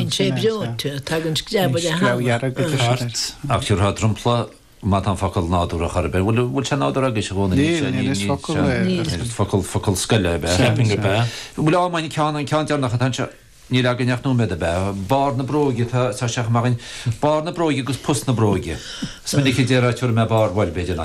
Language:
Irish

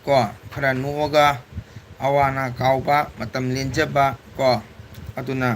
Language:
Manipuri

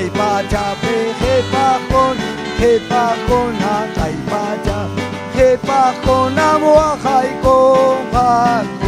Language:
Ayacucho Quechua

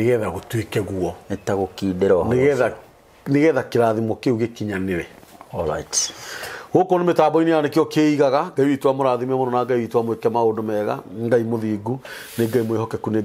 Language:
Kikuyu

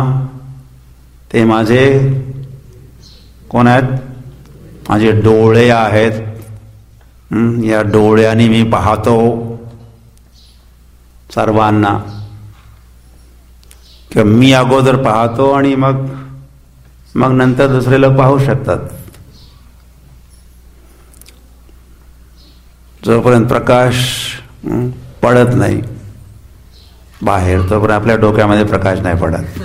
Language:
Marathi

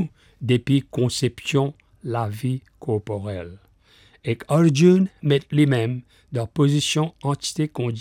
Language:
Morisyen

